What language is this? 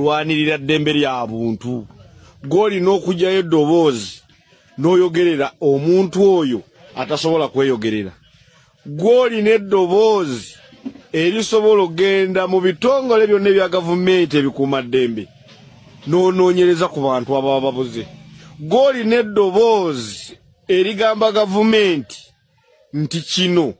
Ganda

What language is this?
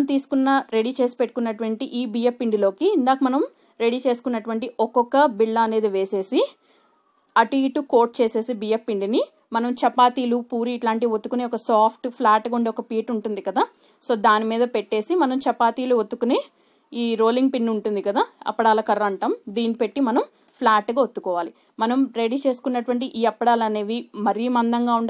Telugu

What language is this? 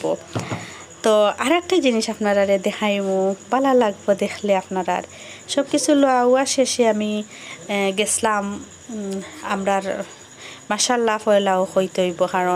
Sylheti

